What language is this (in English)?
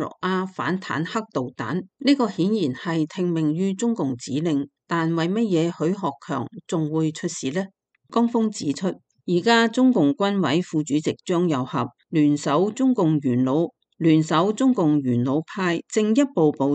Cantonese